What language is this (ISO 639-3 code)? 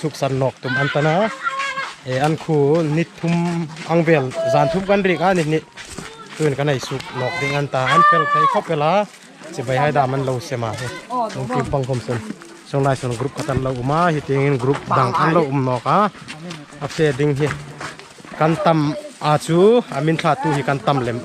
hmr